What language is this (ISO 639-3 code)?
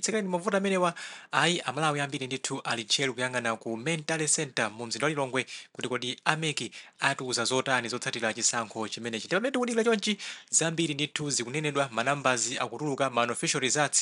nya